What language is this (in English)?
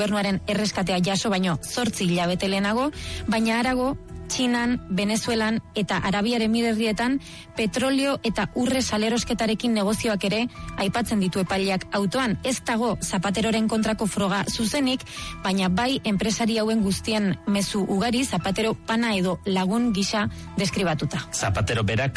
Basque